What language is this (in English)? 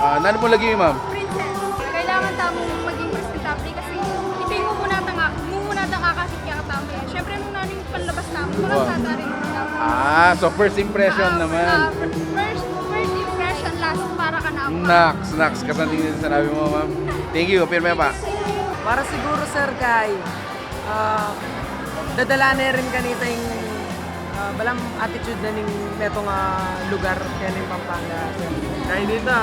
Pampanga